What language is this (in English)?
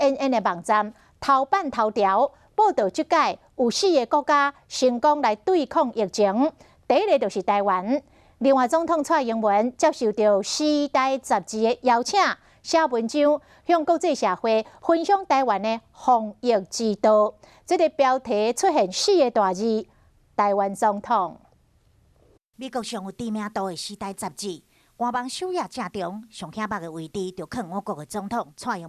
Min Nan Chinese